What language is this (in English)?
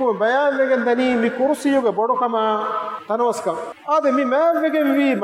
Divehi